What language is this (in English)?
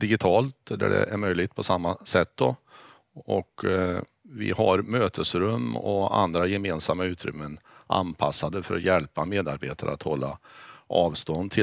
Swedish